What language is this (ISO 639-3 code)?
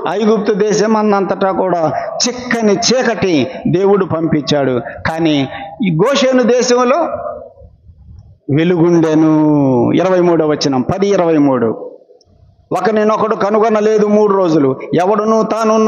tel